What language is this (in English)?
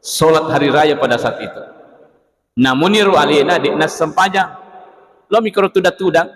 Buginese